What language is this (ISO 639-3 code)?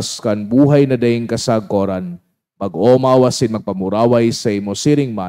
bik